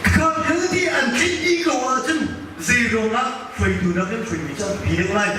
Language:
Hakha Chin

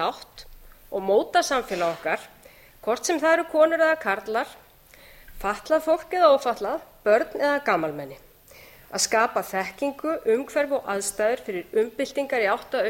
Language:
Icelandic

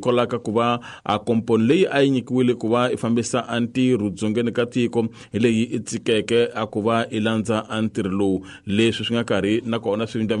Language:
Tsonga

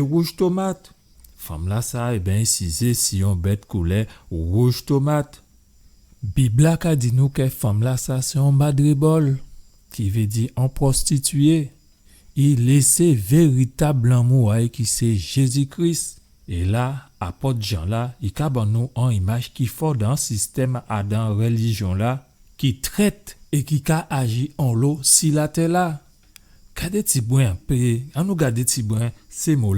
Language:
Guadeloupean Creole French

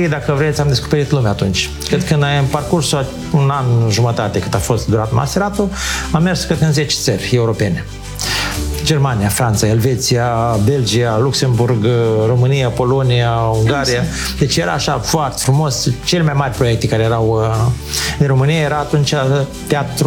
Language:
Romanian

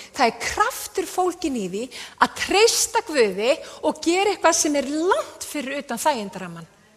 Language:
Icelandic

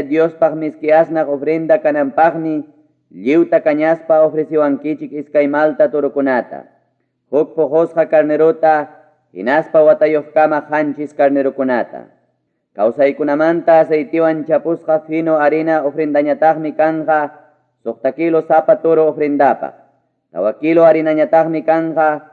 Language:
Ayacucho Quechua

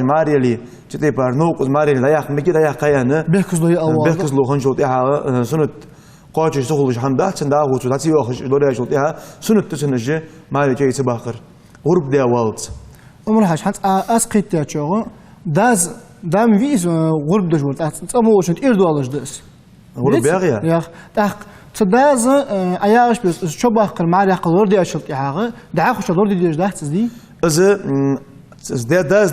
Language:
Ingush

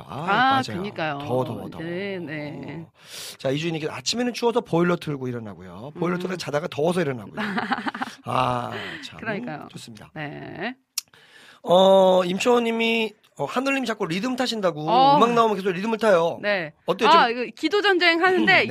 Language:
Korean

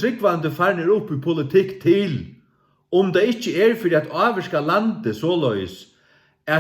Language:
Faroese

